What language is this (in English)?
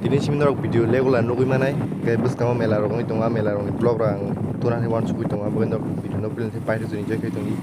Kok Borok